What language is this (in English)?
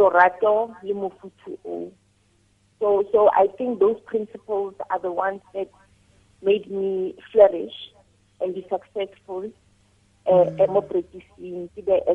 Tswana